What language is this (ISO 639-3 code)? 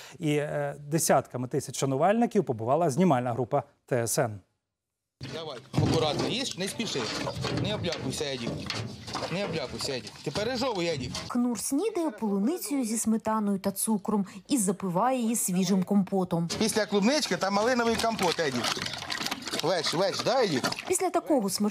ukr